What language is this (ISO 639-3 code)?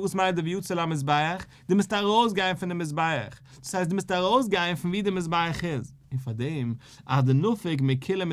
yid